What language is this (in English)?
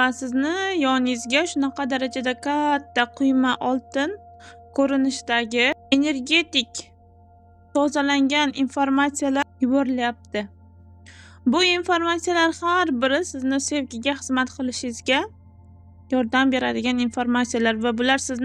Uzbek